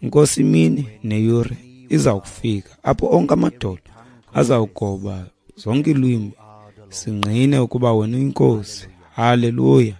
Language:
Xhosa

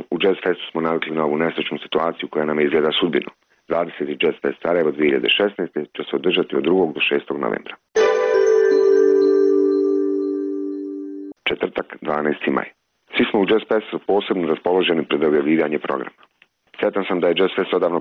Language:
Bosnian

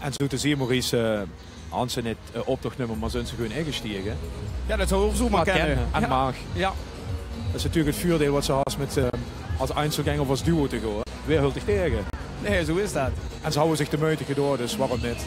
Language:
Limburgish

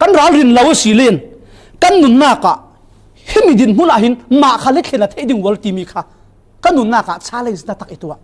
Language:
Falam Chin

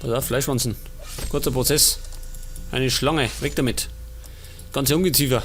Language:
Bavarian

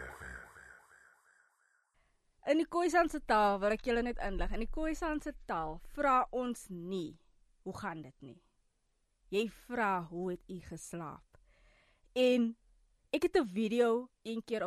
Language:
Afrikaans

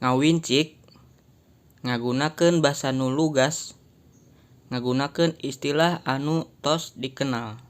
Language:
Sundanese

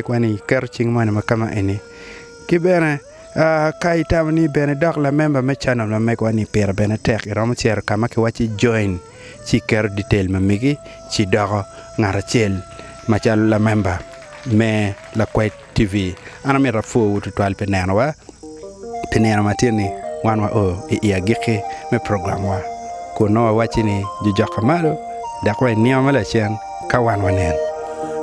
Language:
Acoli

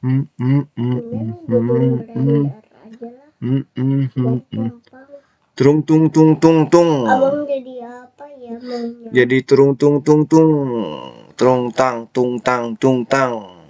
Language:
Betawi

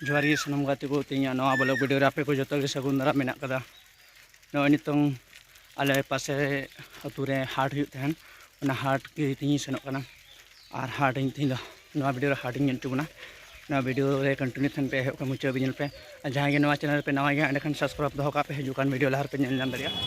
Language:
Santali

